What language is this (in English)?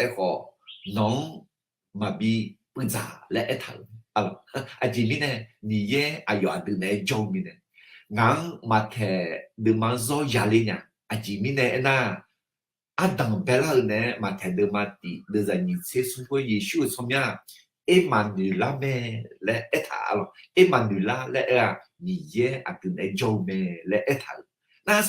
Akha